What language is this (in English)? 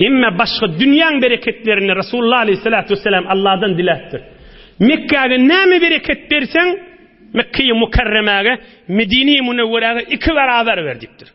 Turkmen